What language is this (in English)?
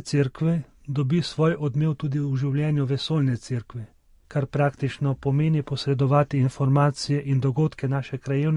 Slovenian